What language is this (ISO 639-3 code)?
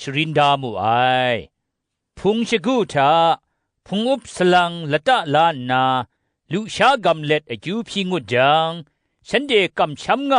kac